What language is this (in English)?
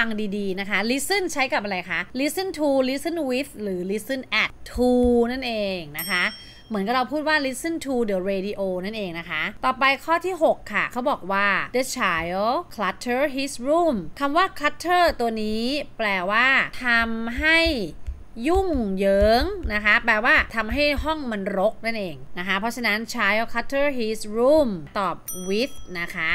Thai